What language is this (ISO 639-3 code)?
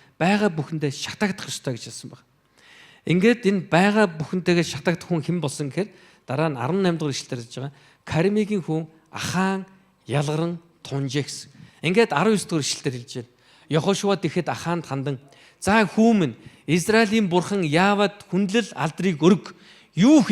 mon